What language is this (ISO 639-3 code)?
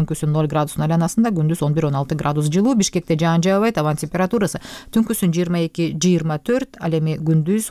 kir